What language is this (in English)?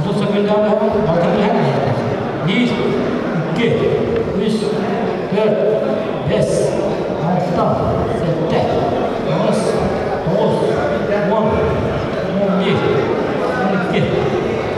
Yakut